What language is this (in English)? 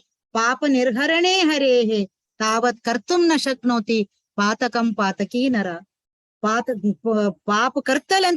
Konkani